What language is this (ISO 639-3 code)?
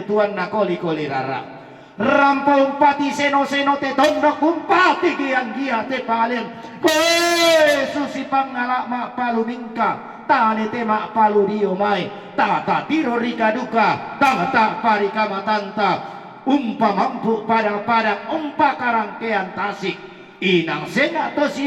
sda